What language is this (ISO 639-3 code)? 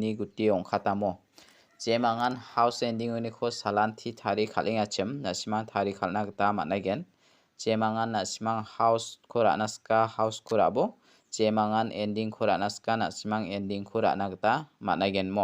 grt